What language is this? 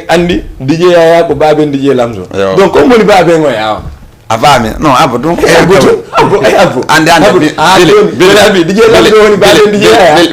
Fula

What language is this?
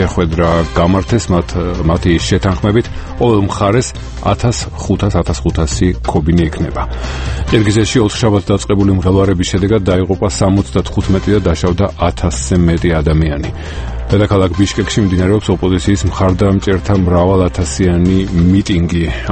Georgian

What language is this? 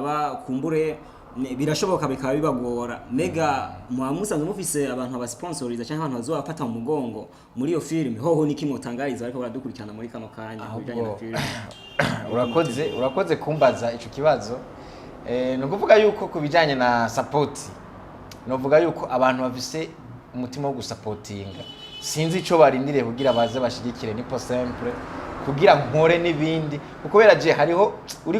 Rundi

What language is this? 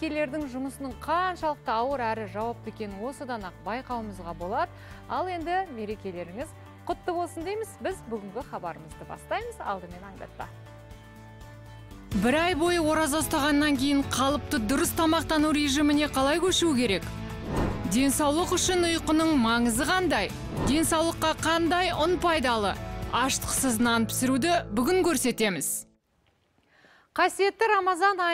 Kazakh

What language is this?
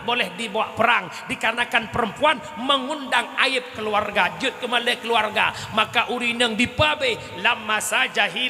Achinese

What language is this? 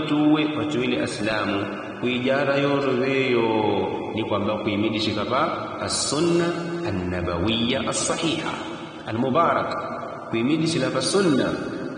Yao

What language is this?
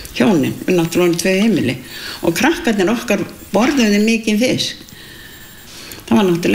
Icelandic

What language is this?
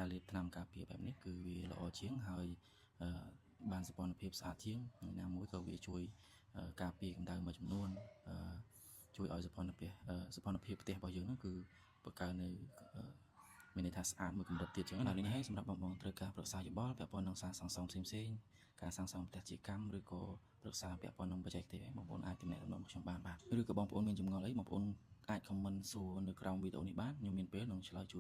Khmer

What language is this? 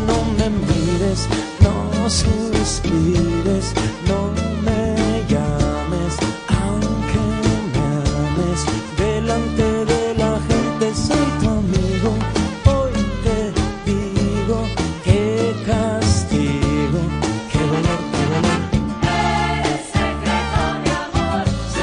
Spanish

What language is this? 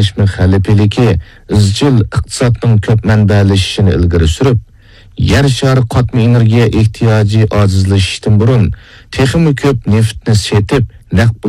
Uyghur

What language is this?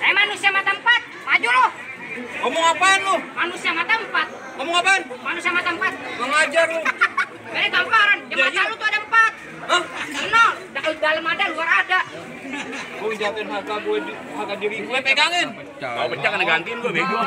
Betawi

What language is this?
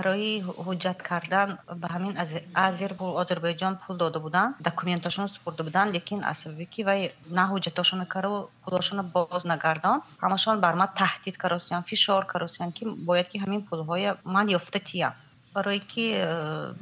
Tajik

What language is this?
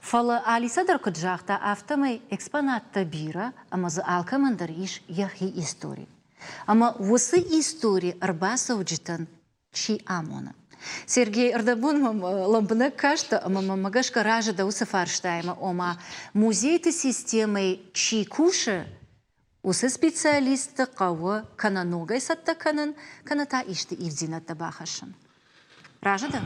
Ossetic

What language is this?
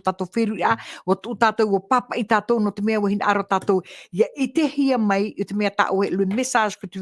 Tahitian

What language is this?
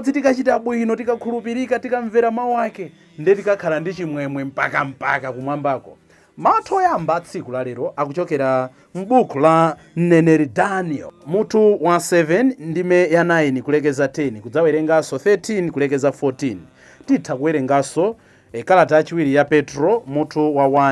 Nyanja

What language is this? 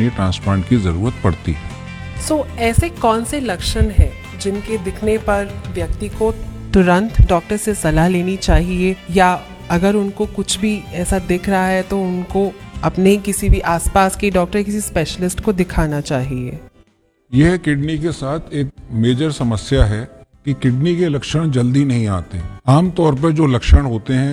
Hindi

